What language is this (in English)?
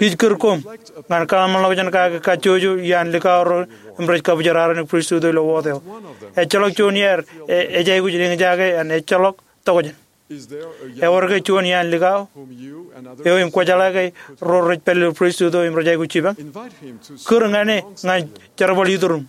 Marshallese